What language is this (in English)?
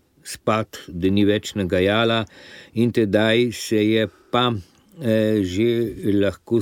Slovenian